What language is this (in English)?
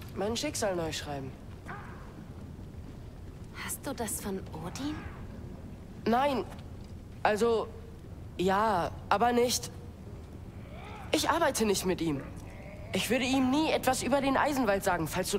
German